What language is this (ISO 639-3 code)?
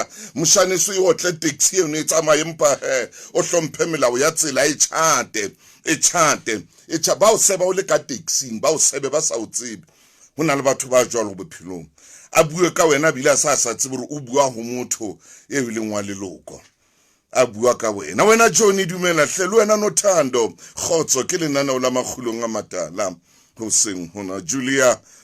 sot